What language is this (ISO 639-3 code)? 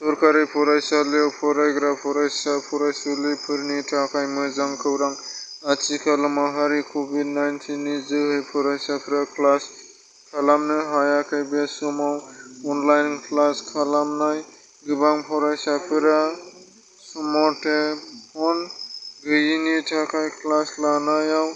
brx